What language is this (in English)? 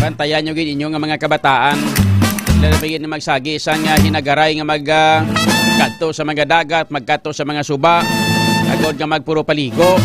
Hiligaynon